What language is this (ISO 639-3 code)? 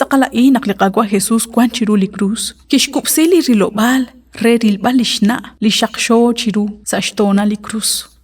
kek